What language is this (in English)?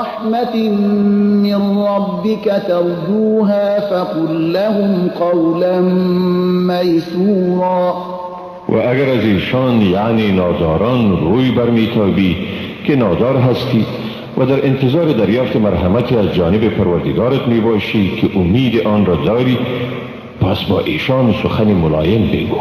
Persian